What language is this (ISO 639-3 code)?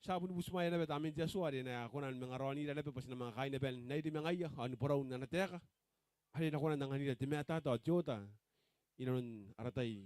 gil